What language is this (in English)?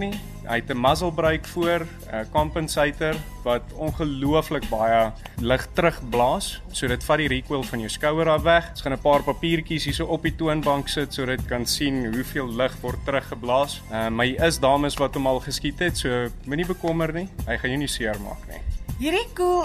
Afrikaans